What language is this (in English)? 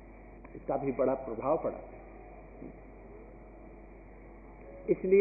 Hindi